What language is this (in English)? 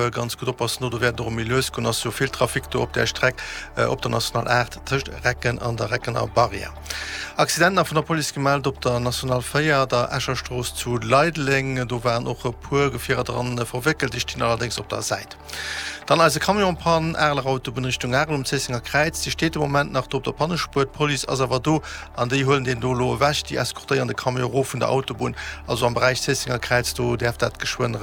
Luxembourgish